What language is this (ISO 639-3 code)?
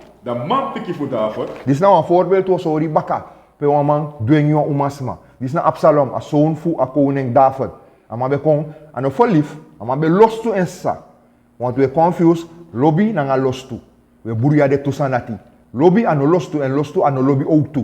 srn